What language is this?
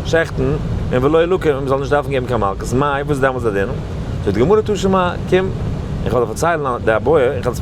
Yiddish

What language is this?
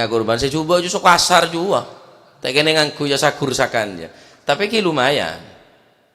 Madurese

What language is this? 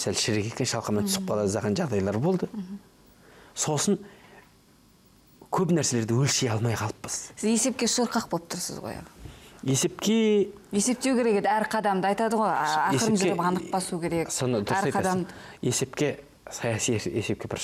Kazakh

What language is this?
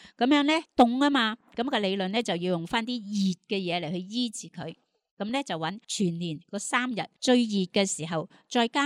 Cantonese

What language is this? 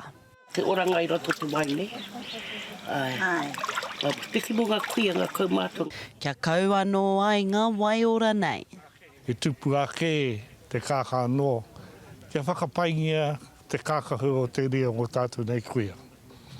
Māori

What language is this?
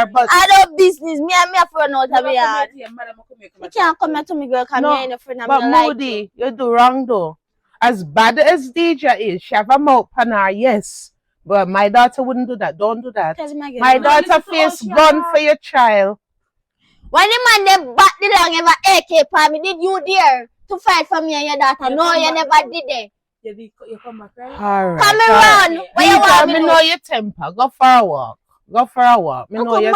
Jamaican Creole English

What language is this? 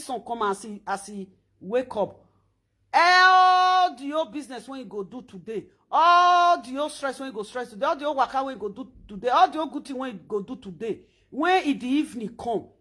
Nigerian Pidgin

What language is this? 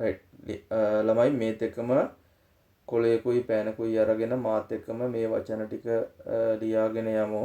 Sinhala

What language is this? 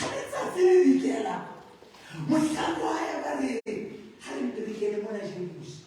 Southern Sotho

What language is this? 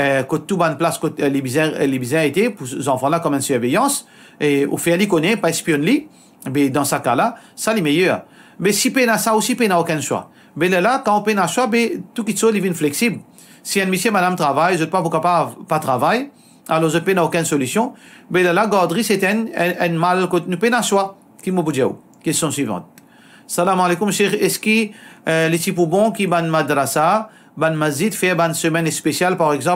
Morisyen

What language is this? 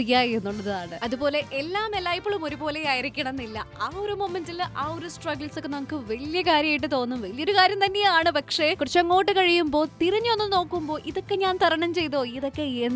Malayalam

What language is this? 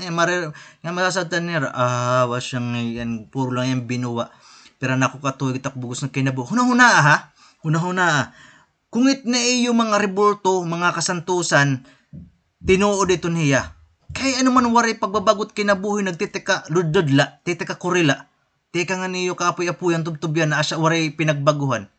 Waray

